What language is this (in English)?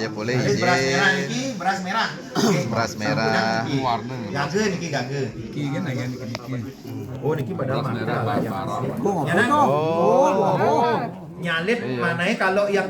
Balinese